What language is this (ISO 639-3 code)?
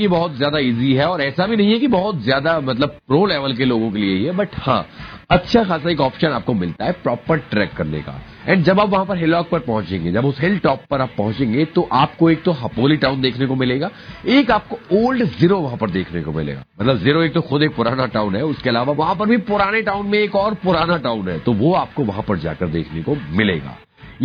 hin